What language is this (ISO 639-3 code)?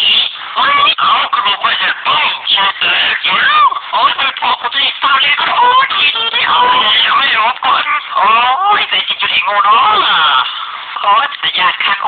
lao